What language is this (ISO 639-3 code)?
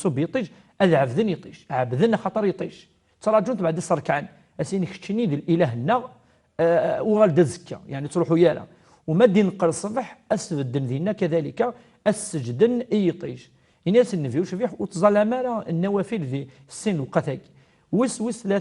kab